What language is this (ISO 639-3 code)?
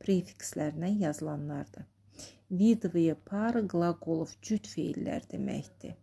aze